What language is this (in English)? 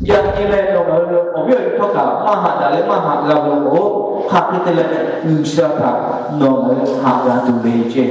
Lahu